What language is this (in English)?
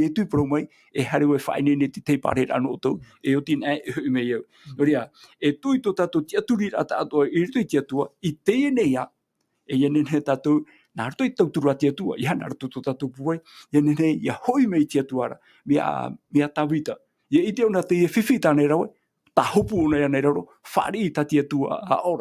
Tahitian